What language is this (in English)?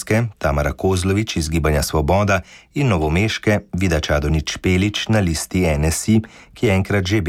Slovenian